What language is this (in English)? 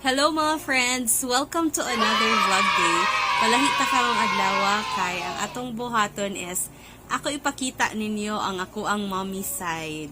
Cebuano